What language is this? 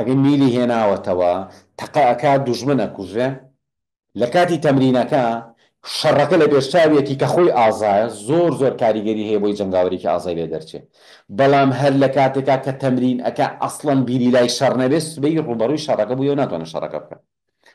Central Kurdish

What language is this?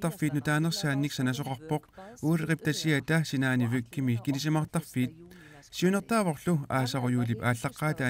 Kalaallisut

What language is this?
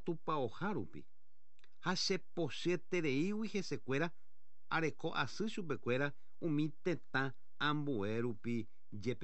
Guarani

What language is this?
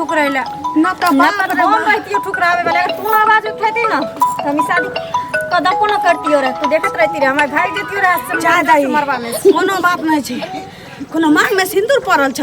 Maithili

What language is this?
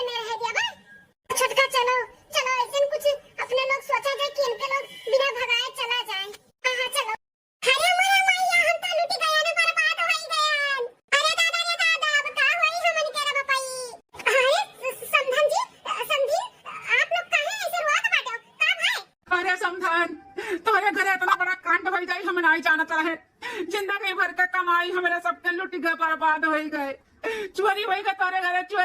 Awadhi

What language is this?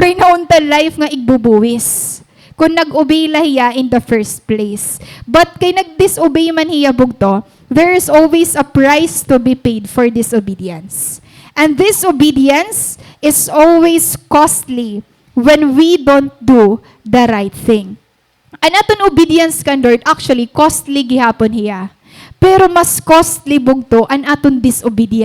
Waray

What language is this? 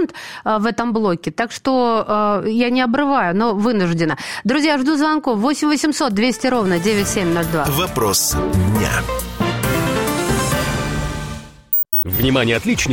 Russian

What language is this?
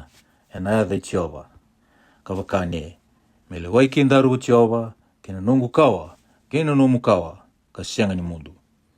Fijian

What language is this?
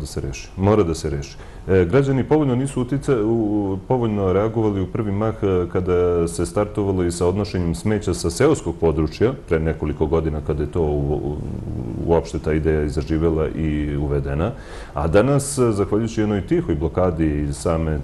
Serbian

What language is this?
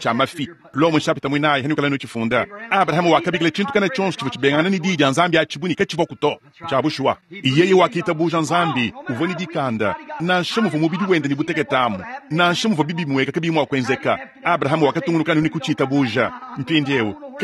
Luba-Lulua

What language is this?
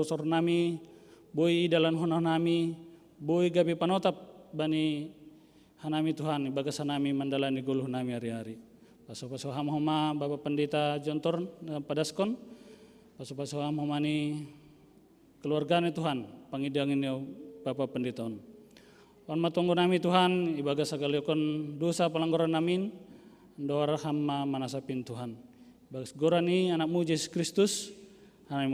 Batak Simalungun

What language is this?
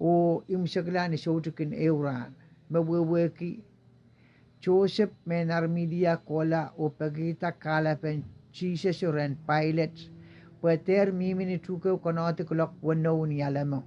Pohnpeian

